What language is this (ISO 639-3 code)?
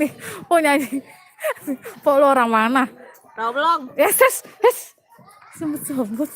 bew